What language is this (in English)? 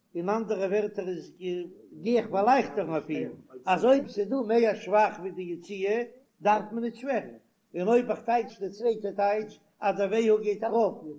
Yiddish